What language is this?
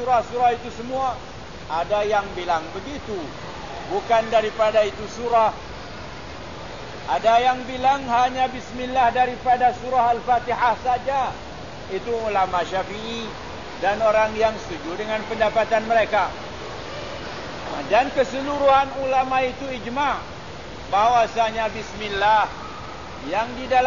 Malay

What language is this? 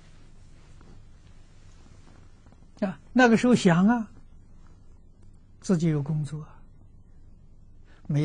Chinese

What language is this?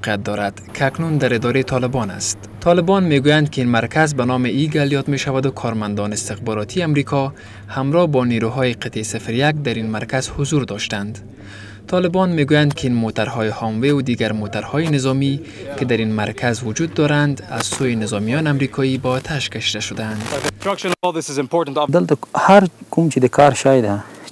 Persian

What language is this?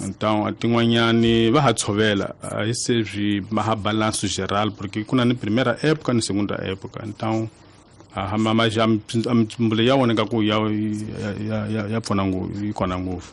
Tsonga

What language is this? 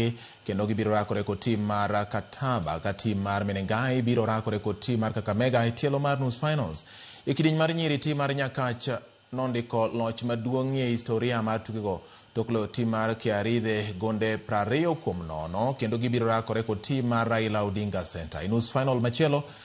Luo (Kenya and Tanzania)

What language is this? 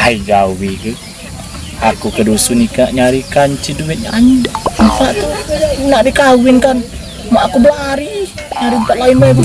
Musi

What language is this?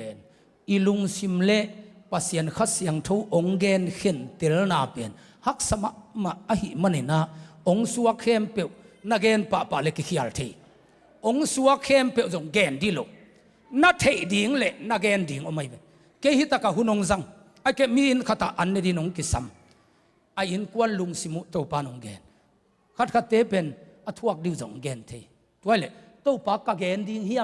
Tedim Chin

